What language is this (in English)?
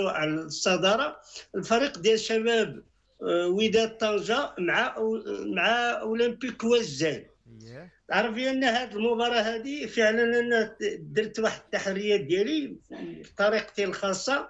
Moroccan Arabic